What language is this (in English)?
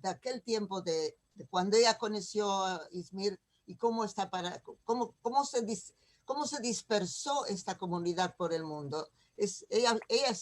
Ladino